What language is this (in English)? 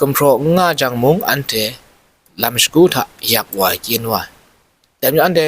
Kachin